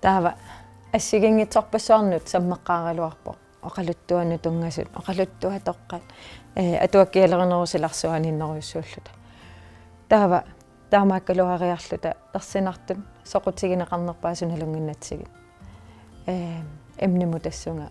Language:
Kalaallisut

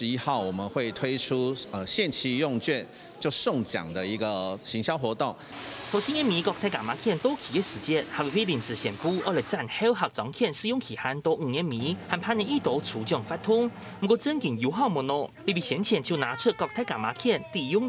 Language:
Hakka Chinese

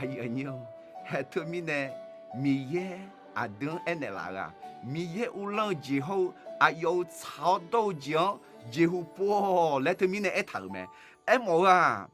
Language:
Akha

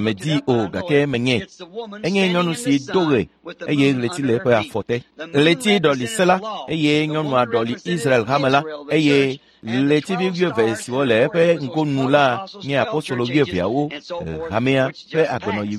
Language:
Ewe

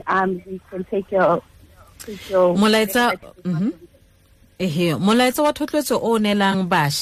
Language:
Tswana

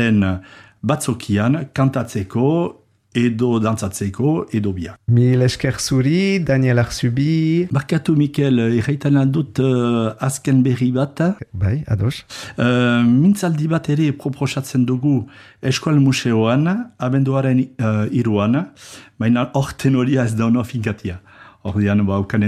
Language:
Basque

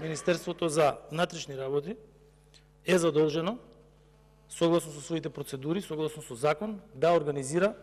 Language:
Macedonian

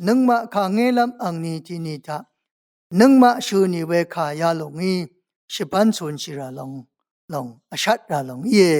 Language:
Rawang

